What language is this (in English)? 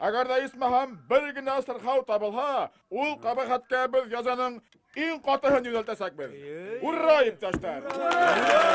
Bashkir